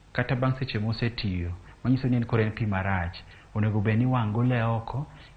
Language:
Luo (Kenya and Tanzania)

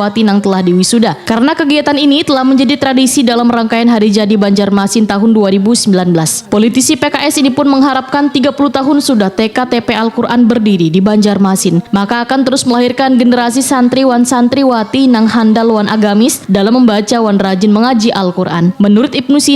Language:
Banjar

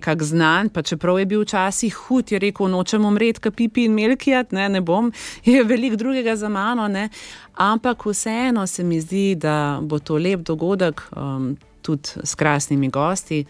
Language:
Slovenian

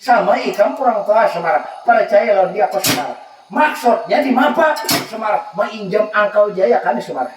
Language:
Banjar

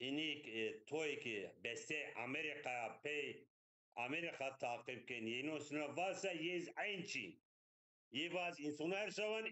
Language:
Zaza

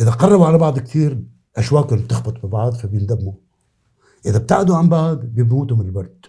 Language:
North Levantine Arabic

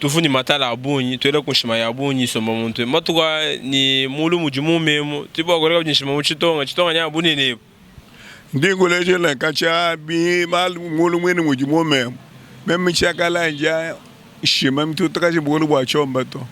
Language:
Luba-Lulua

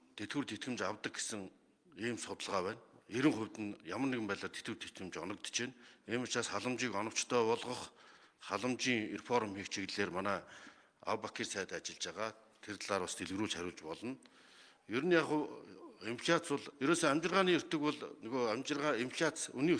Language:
Mongolian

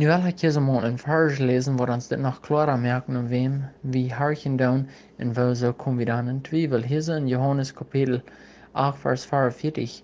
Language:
Plautdietsch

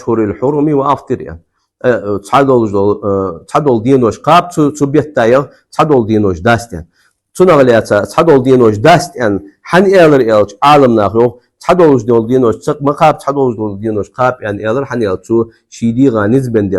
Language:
Ingush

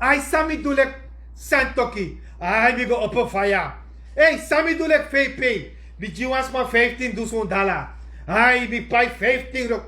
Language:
Sranan Tongo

